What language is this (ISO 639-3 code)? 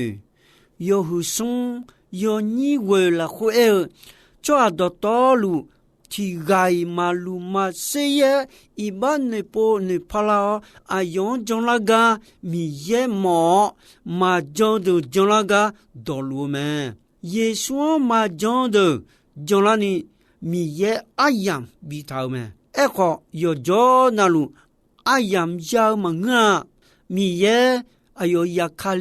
ahk